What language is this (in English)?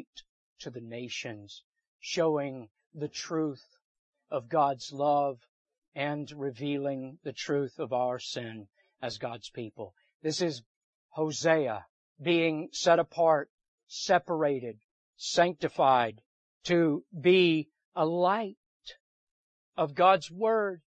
English